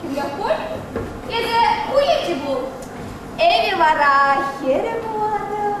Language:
Chuvash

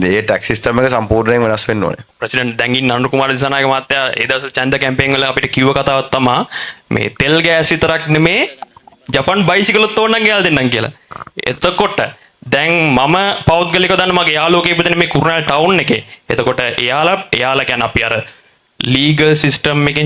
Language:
Sinhala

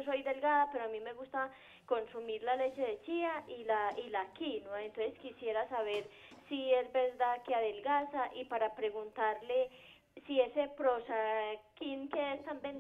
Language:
Spanish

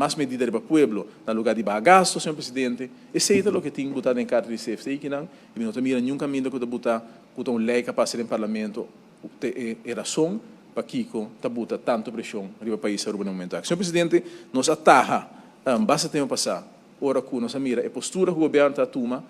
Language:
Papiamento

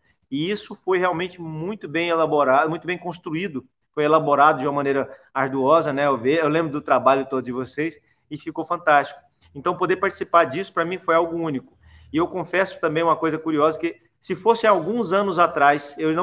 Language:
Portuguese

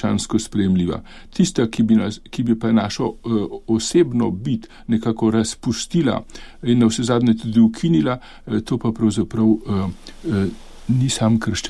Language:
Slovenian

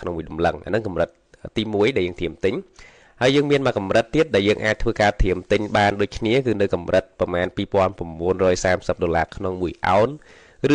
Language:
Khmer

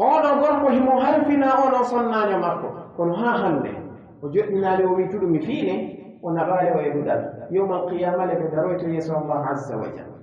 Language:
Pular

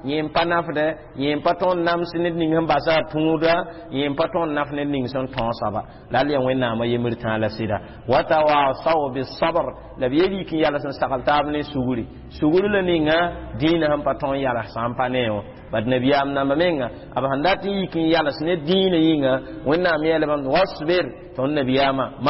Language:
Mossi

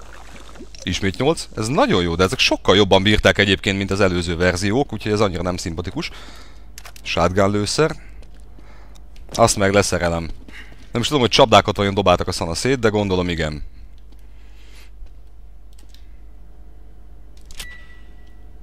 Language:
Hungarian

